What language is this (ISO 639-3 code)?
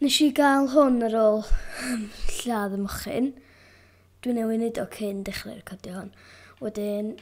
cym